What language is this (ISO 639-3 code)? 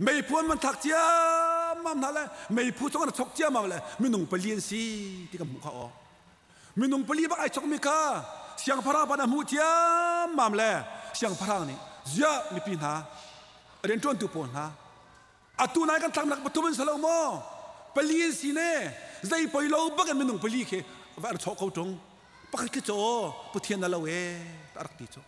cnh